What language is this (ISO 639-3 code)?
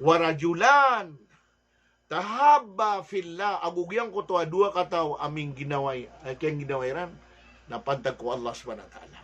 mrw